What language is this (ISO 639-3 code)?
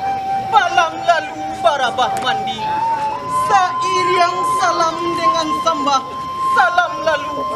min